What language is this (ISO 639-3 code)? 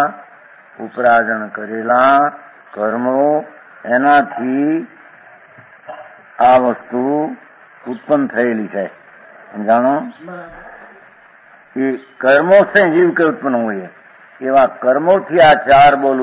guj